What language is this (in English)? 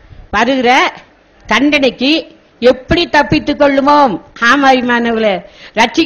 Tamil